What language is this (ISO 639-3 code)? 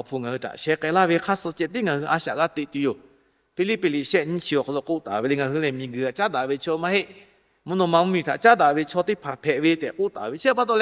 lhu